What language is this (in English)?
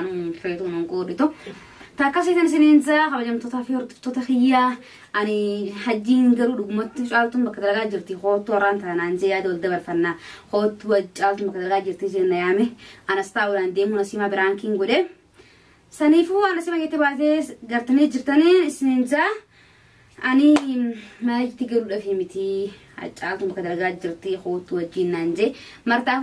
Oromo